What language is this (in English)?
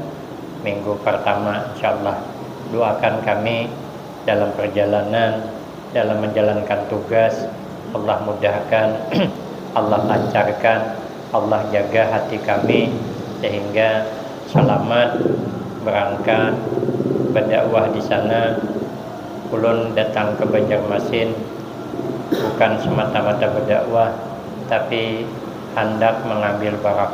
Banjar